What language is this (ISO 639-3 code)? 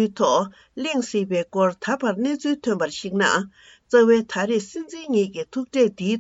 bod